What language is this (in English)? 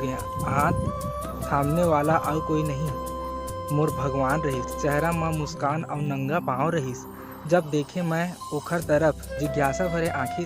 Chhattisgarhi